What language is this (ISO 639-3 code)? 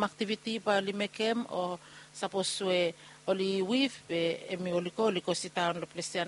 bis